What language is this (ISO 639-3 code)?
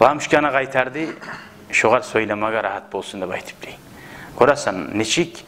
kum